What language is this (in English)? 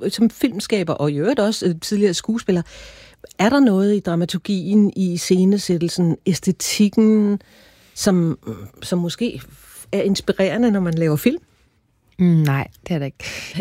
Danish